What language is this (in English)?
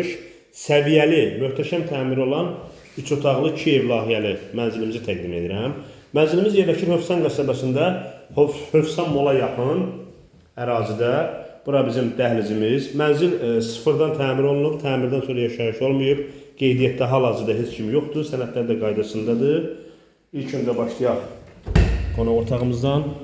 Azerbaijani